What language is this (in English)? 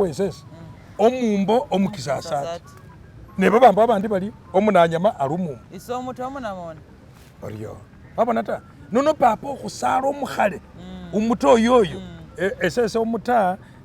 Masaaba